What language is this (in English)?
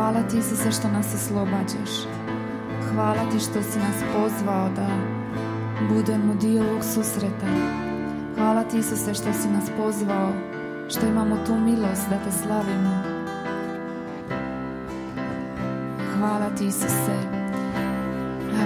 Croatian